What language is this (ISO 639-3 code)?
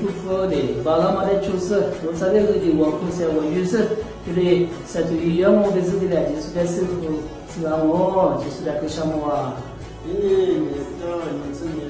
lis